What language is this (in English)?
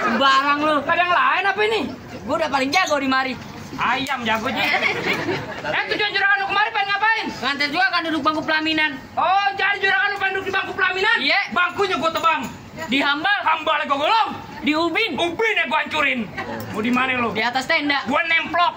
Betawi